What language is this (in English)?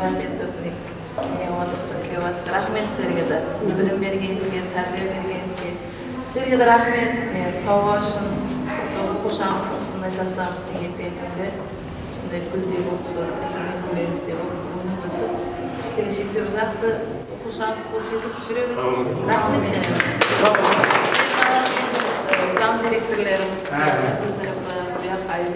Kazakh